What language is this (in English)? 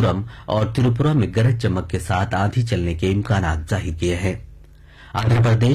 Urdu